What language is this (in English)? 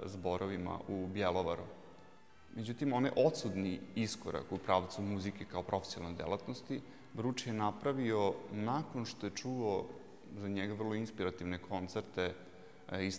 Serbian